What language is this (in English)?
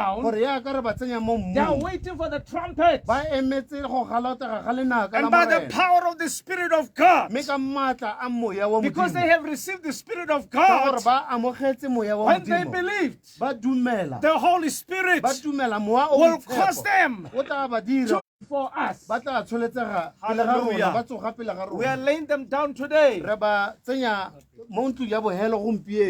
Tswana